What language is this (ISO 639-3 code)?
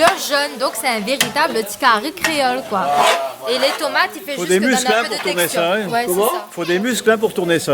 rcf